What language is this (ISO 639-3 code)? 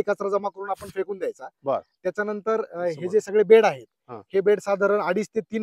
mar